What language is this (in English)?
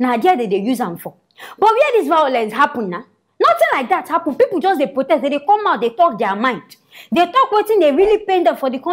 Nigerian Pidgin